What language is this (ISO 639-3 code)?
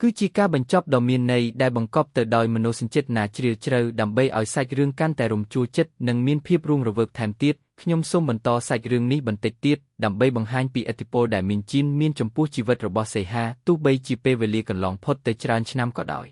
khm